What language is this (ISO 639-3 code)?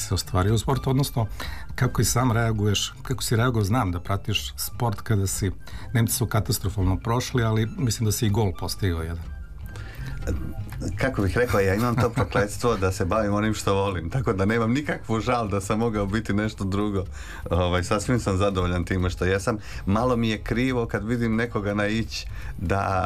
srp